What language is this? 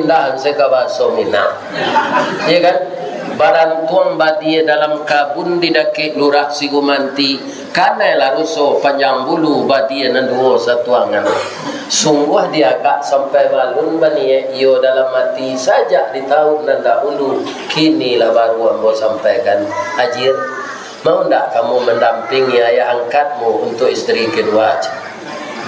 Minangkabau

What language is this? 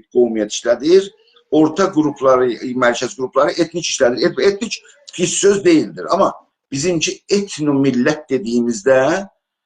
South Azerbaijani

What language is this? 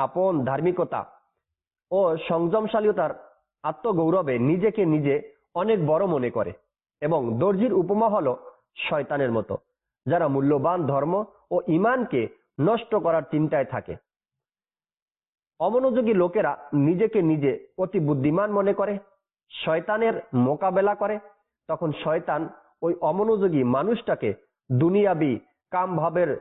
Bangla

